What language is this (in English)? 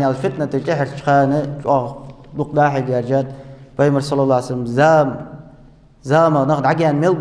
Ingush